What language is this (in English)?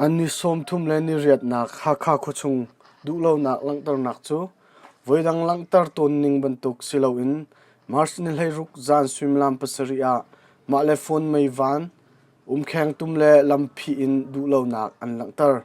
Hakha Chin